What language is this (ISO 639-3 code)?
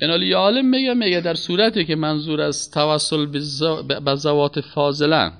fas